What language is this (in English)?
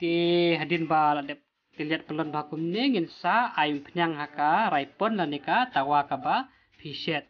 Khasi